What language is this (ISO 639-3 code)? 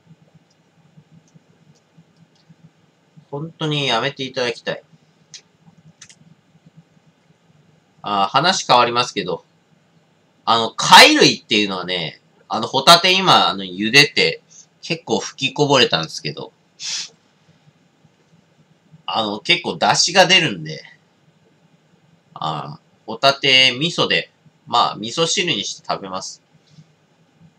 jpn